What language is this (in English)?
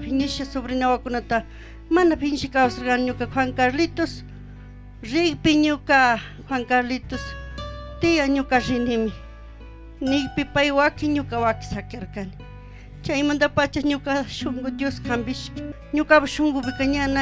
Chimborazo Highland Quichua